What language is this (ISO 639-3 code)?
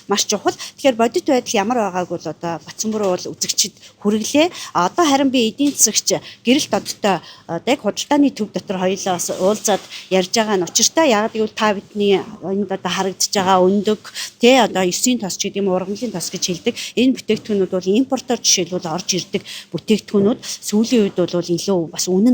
mon